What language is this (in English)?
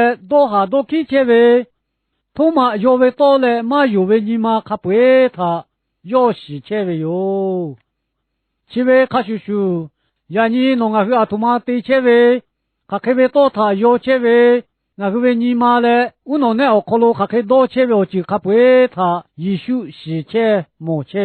Lahu